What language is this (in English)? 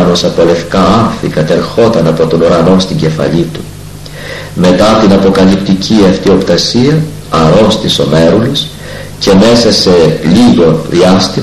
Greek